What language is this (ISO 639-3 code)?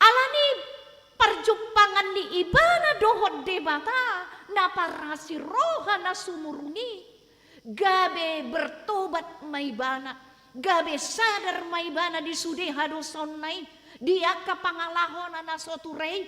bbc